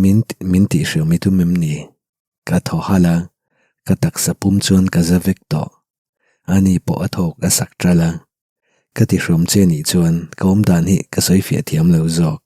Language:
Mizo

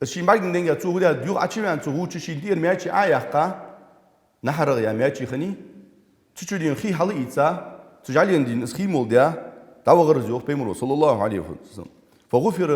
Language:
Ingush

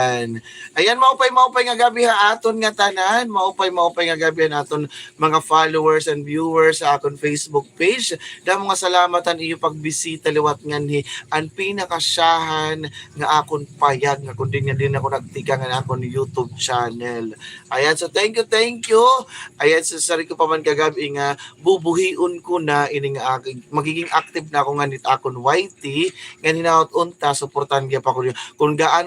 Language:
Waray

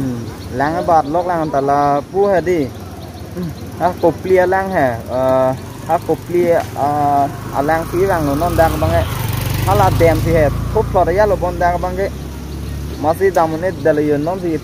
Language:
Karbi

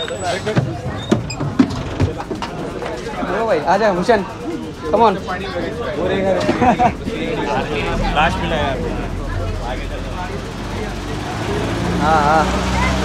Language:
Hindi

